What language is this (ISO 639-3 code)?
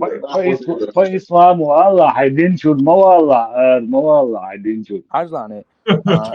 che